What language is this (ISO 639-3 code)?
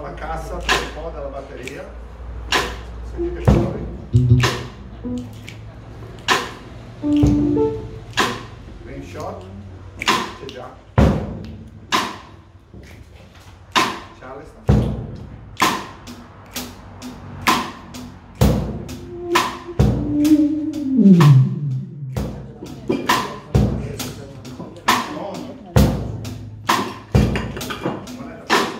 ita